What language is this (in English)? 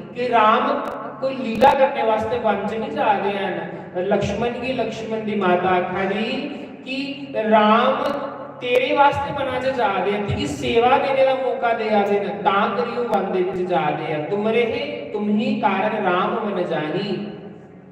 Dogri